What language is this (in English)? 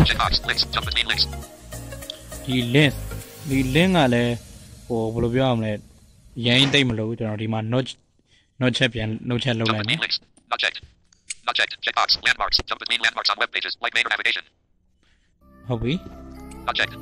Burmese